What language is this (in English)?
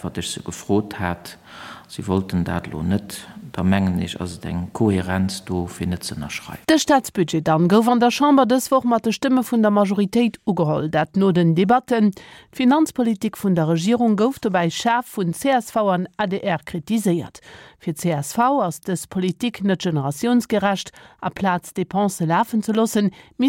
Luxembourgish